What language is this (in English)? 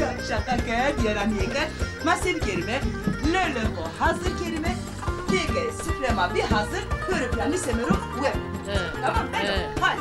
Zaza